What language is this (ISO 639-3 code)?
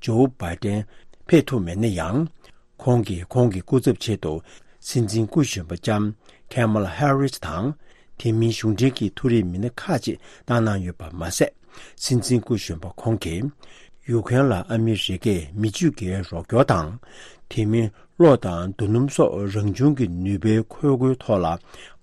bod